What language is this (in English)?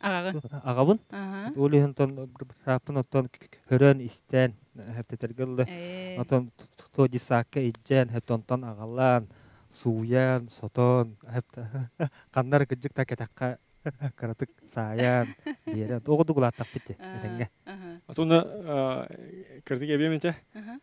Yakut